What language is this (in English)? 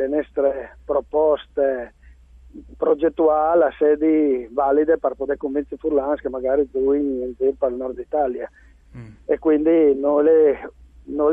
Friulian